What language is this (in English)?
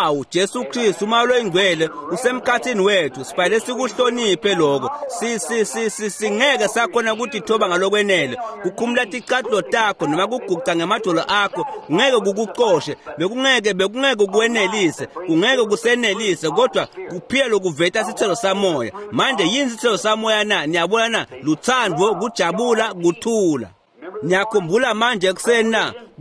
Swati